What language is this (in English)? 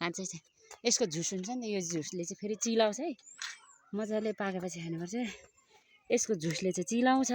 Nepali